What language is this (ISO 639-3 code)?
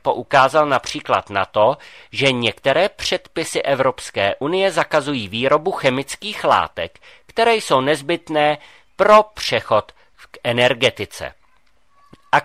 ces